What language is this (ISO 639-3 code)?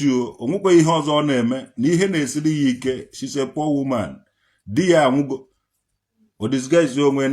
ibo